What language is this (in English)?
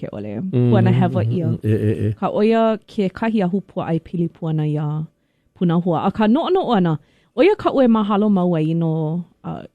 Hawaiian